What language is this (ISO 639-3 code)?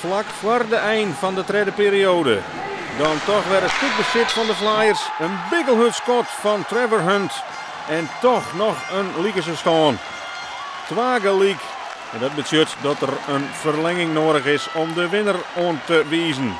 fry